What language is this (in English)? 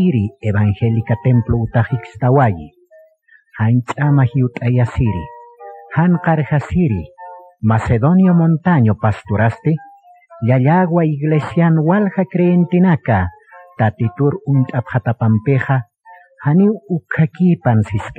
Aymara